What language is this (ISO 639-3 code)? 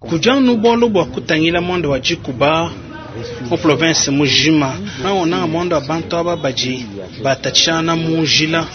lua